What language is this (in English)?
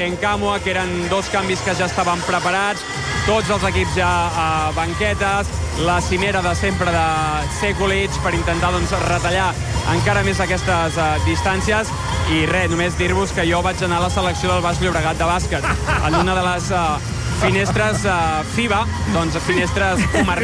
Catalan